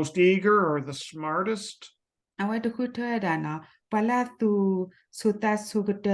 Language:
S'gaw Karen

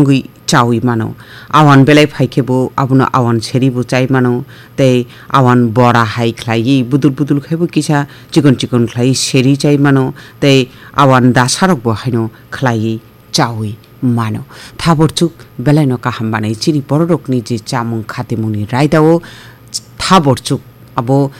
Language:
Kok Borok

